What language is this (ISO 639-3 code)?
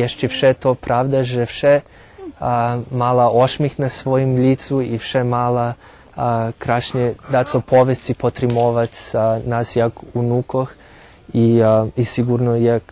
rue